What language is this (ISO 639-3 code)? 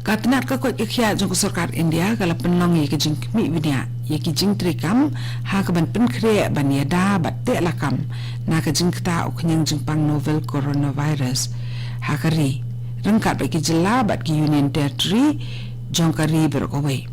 kha